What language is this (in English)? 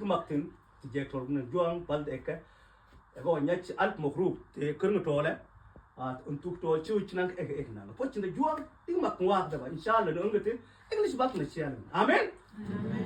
Mabaan